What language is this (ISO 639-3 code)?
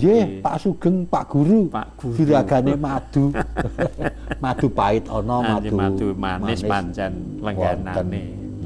jav